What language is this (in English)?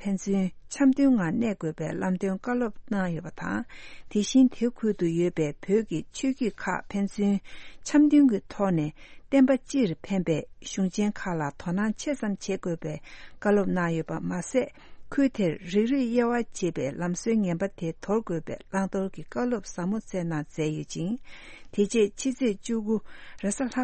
Tibetan